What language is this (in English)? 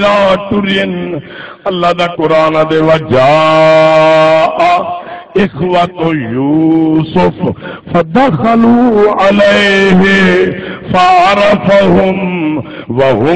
Saraiki